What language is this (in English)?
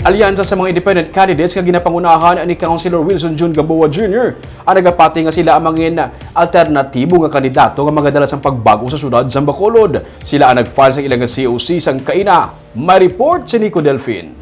Hiligaynon